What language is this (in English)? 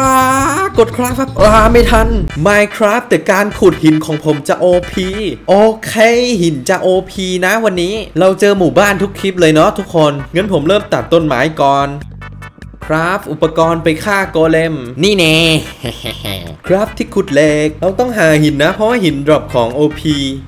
Thai